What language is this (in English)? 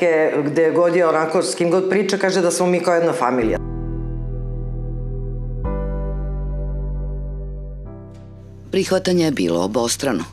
Serbian